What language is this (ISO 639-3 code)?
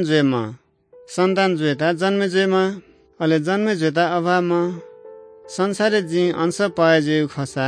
new